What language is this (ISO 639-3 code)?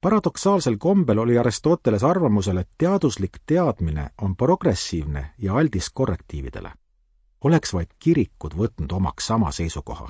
est